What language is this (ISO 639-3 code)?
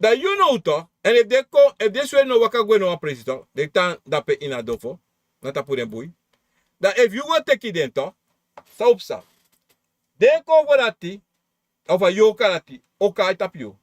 srn